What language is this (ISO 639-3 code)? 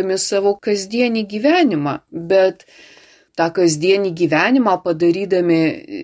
lit